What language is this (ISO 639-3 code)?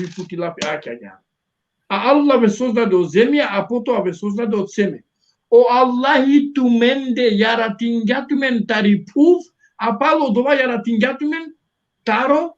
rmn